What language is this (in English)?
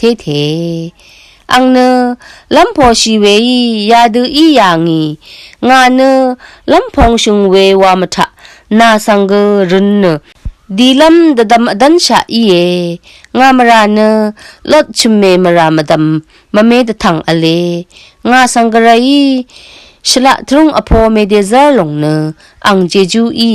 Rawang